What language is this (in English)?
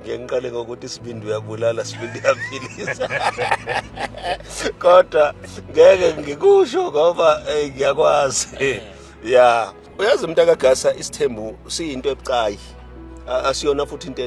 Zulu